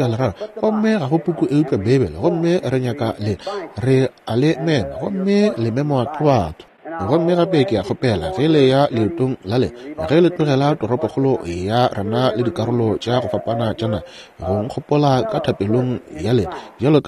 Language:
Northern Sotho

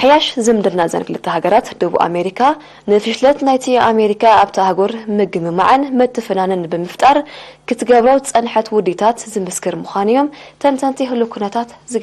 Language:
Tigrinya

